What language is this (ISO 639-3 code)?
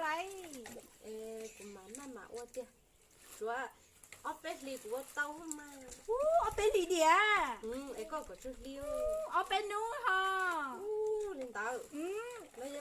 hmn